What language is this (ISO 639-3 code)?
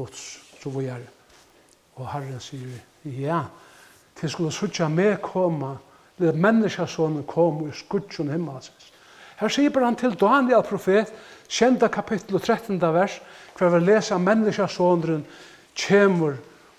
fao